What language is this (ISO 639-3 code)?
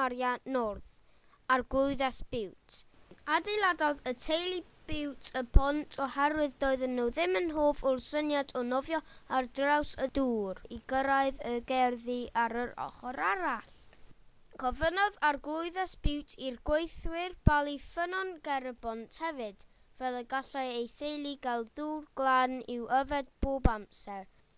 cym